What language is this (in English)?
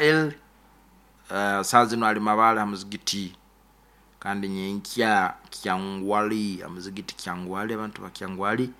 Nyoro